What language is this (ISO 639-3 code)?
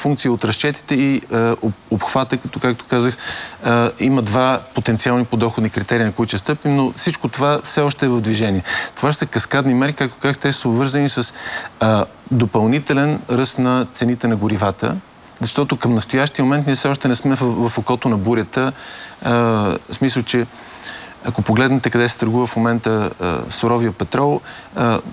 bul